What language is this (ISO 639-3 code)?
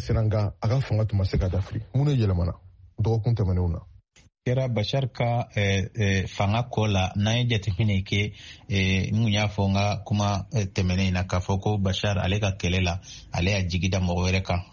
bam